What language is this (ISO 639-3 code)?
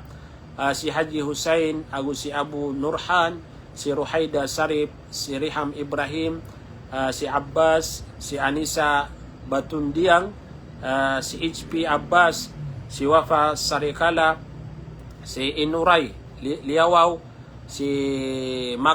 mrw